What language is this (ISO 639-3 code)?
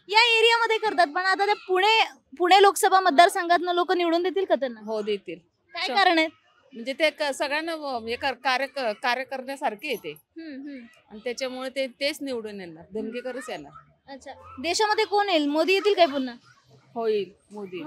mar